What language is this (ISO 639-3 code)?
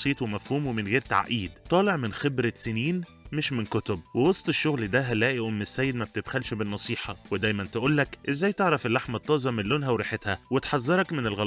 arz